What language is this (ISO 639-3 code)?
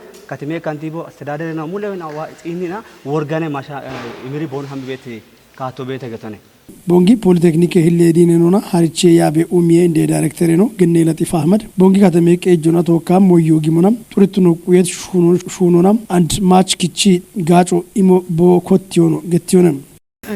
kbr